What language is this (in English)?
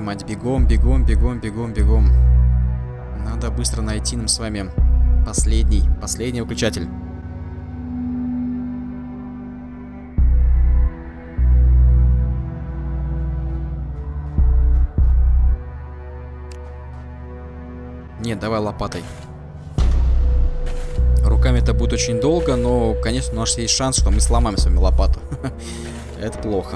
Russian